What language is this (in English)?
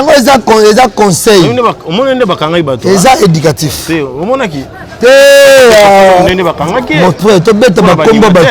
Lingala